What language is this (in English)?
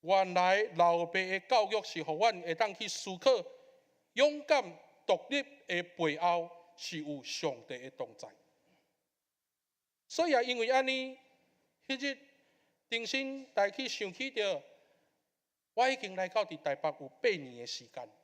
Min Nan Chinese